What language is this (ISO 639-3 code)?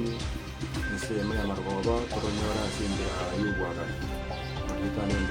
guz